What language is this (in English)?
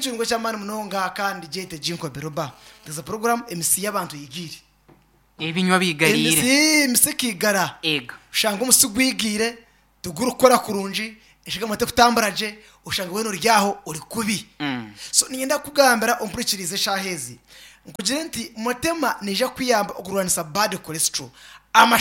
Nyankole